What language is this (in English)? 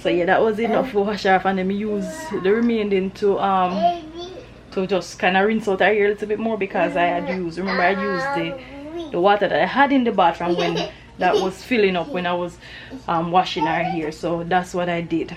Jamaican Creole English